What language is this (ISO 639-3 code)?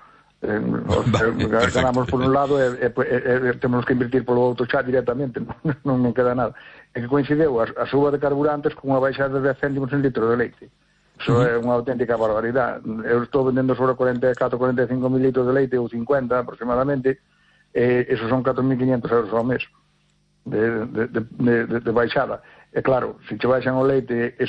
glg